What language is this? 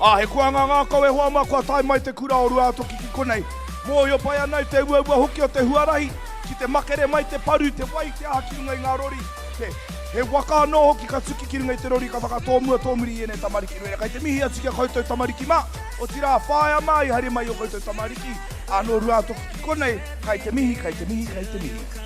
Māori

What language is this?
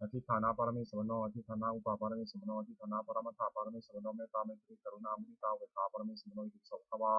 Pali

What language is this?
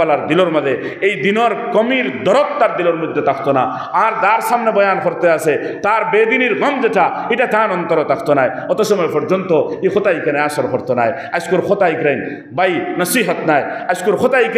Sylheti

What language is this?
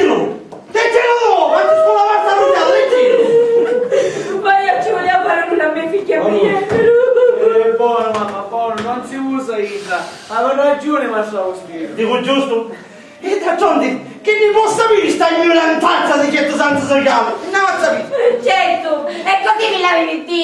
Sicilian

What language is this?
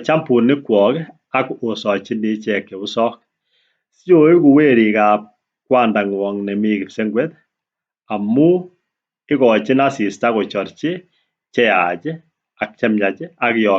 Kalenjin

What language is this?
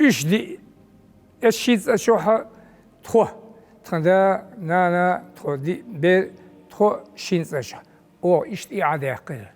Chechen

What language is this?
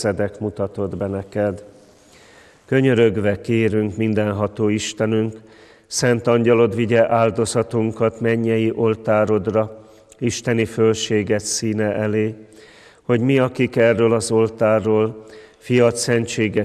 Hungarian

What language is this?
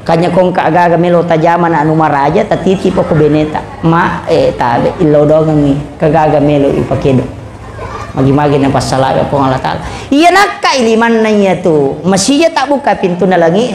Buginese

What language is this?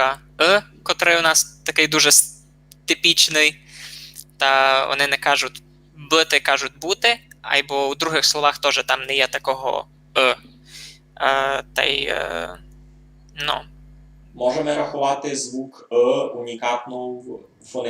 Rusyn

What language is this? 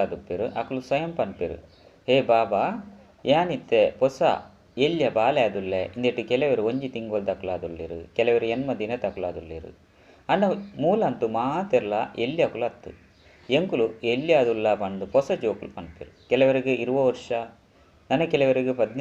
Tulu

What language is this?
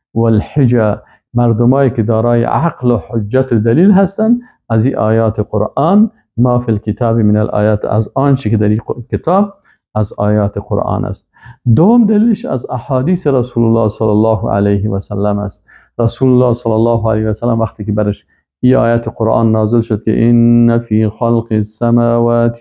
Persian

